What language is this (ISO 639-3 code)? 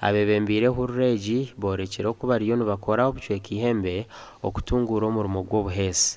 nyn